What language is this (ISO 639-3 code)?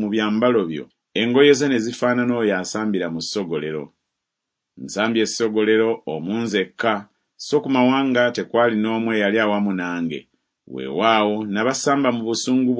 lug